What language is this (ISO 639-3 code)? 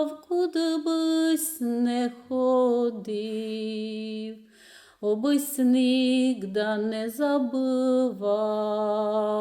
rue